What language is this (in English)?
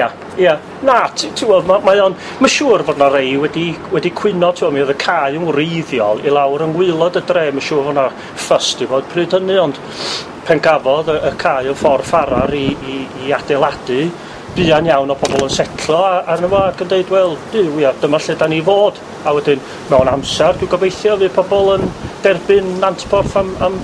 Welsh